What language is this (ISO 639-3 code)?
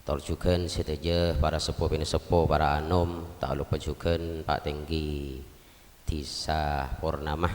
mad